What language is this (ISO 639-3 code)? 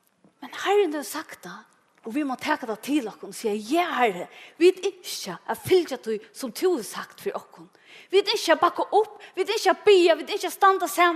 fao